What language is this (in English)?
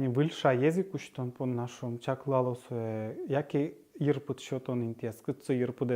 Udmurt